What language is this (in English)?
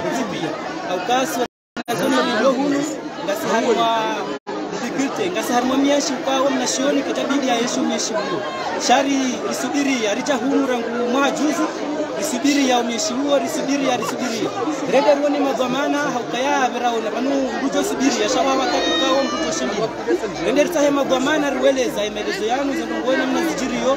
Swahili